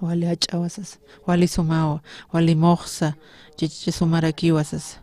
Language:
Aymara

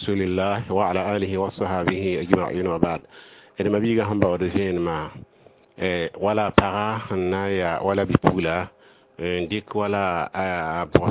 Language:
Mossi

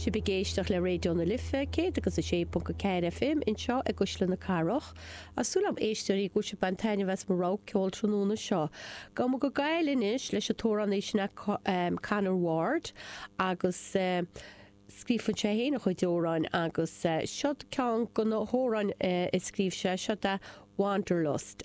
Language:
Irish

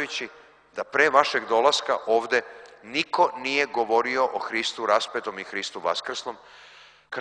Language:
Serbian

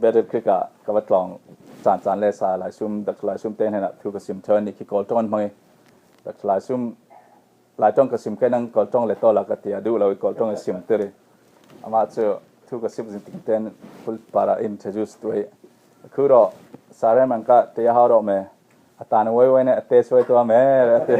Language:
Falam Chin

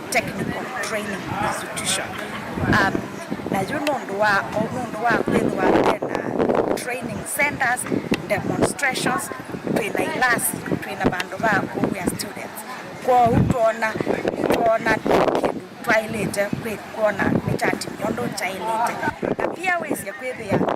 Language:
Kamba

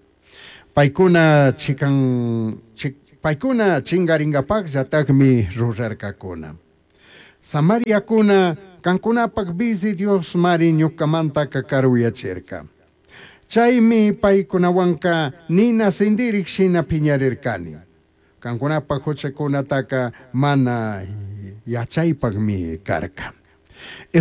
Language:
Chimborazo Highland Quichua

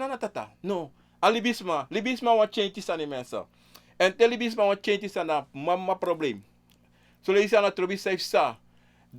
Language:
Sranan Tongo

